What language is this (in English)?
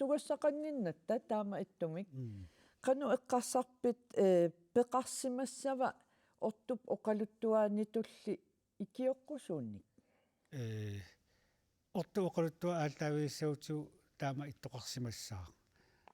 Kalaallisut